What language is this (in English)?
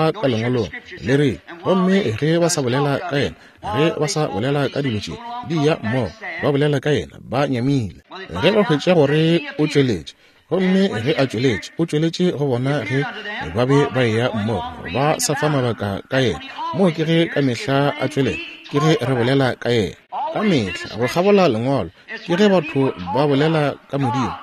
Northern Sotho